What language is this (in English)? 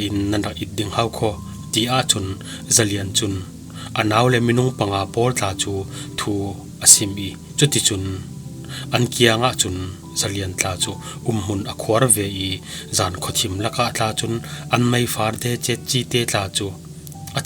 Falam Chin